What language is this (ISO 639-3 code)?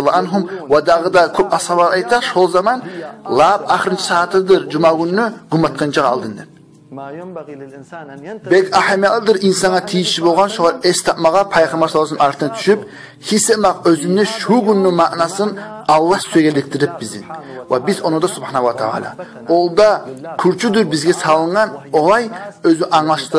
kum